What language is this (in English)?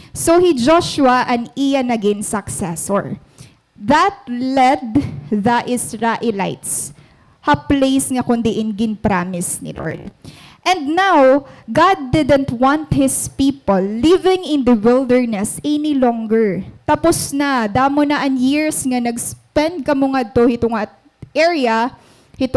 Waray